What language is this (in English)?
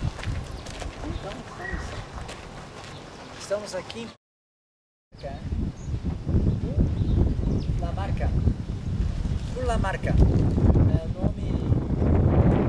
Portuguese